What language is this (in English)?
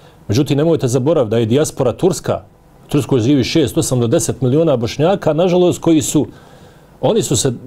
Bosnian